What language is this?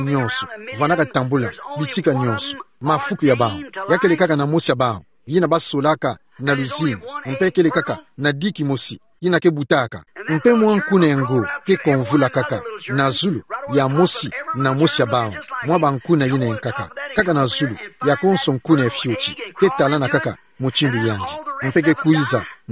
Kituba (Democratic Republic of Congo)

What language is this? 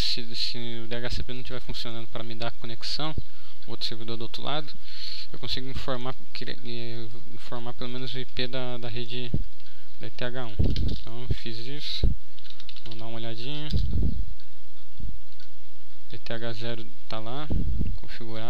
Portuguese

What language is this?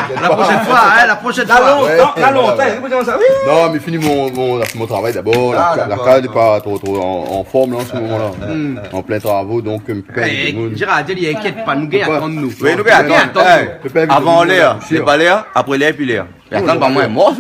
Réunion Creole French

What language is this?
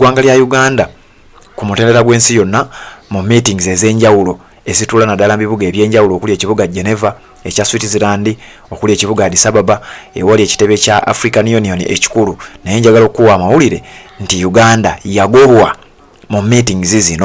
Ganda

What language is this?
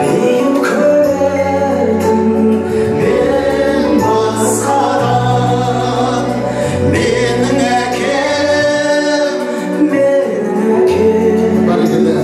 Kara-Kalpak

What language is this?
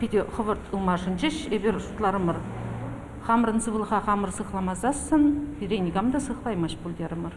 Chuvash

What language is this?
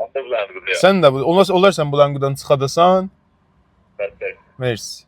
South Azerbaijani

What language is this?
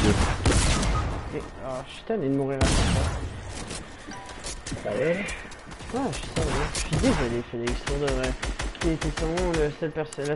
French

